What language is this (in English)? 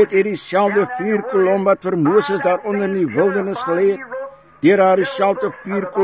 Afrikaans